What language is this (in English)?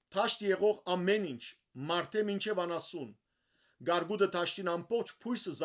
Western Armenian